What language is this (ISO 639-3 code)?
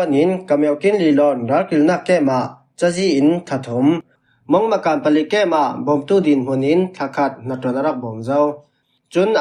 cfm